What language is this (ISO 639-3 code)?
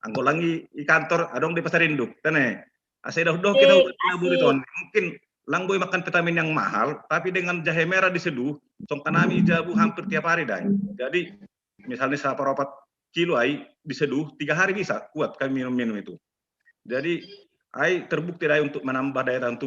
bts